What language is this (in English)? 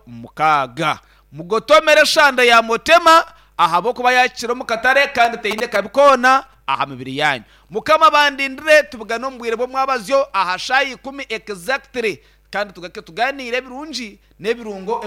Nyankole